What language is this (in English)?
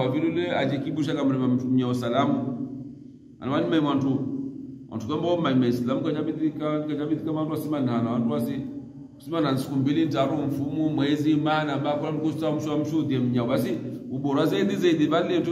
Swahili